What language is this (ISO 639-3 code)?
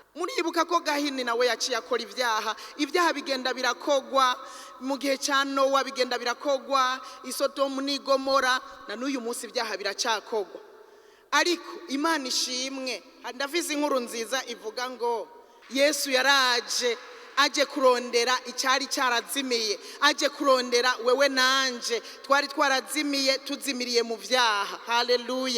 run